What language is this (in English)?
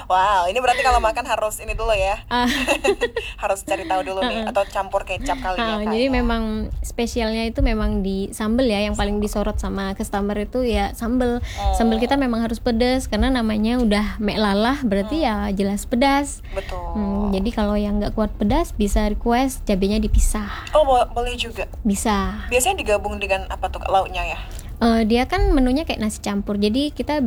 Indonesian